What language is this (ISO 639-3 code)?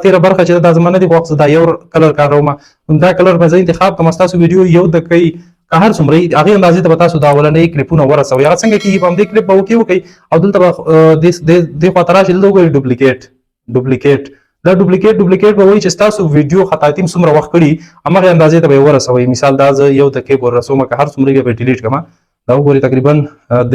pus